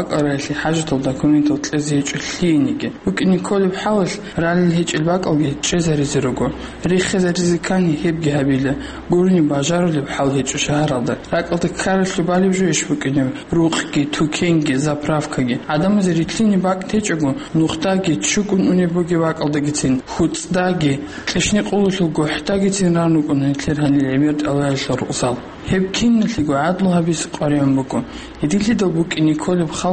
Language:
Avaric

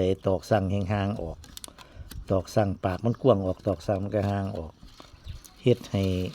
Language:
Northeastern Thai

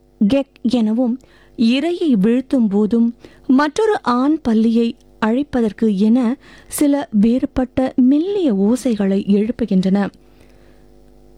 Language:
Tamil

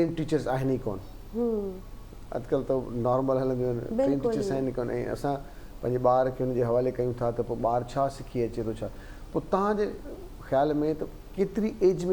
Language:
Sindhi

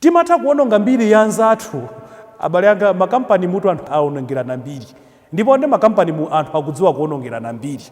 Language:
Nyanja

